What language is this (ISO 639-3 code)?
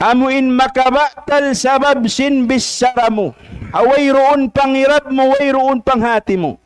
tsg